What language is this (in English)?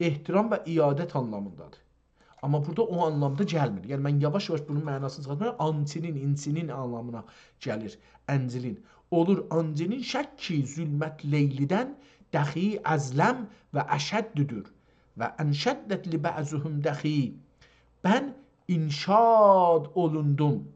South Azerbaijani